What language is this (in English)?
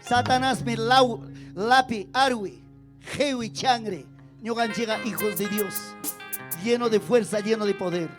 Ayacucho Quechua